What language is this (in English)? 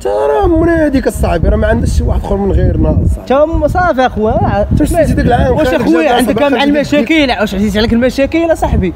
Moroccan Arabic